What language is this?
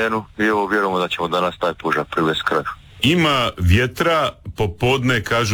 Croatian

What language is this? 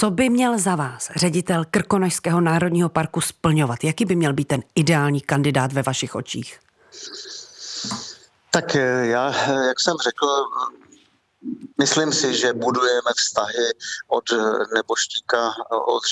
Czech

